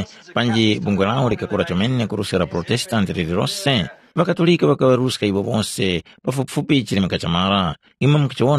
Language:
Tumbuka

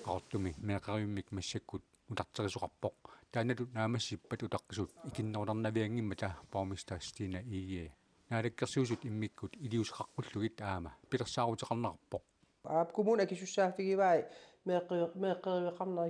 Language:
Kalaallisut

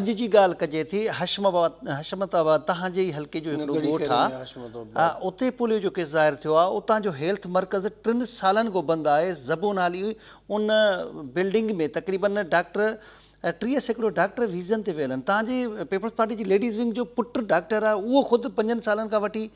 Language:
Sindhi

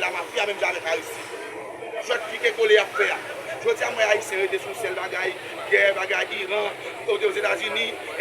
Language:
Haitian Creole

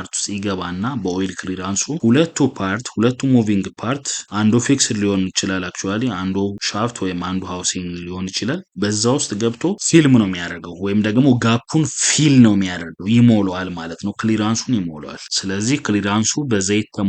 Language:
Amharic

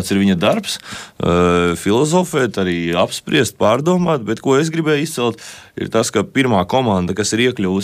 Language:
Latvian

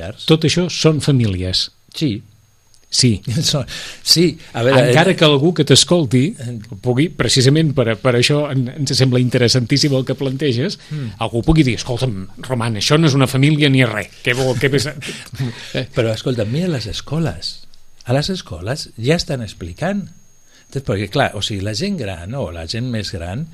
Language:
Catalan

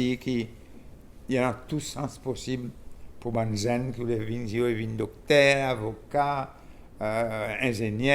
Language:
Seselwa Creole French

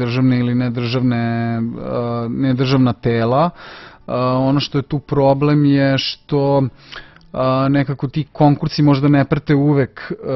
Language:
Serbian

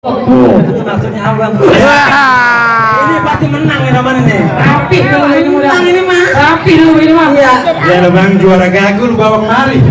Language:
Betawi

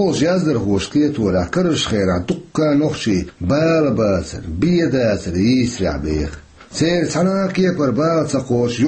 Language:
Chechen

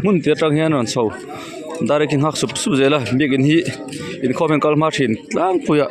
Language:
Mizo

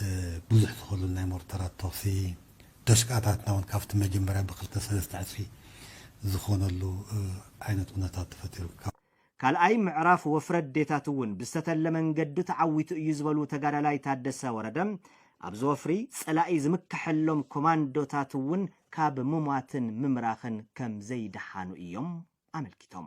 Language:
Tigrinya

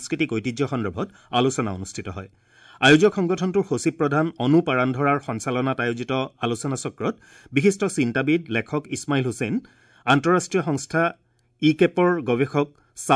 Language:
Assamese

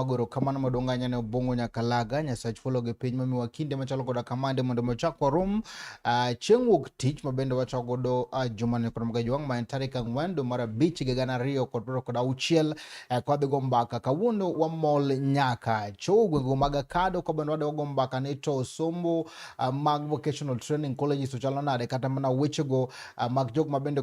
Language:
Luo (Kenya and Tanzania)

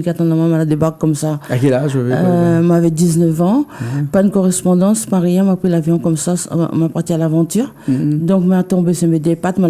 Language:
Réunion Creole French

